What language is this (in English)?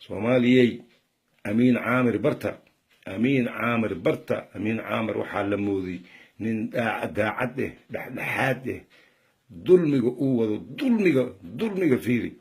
Somali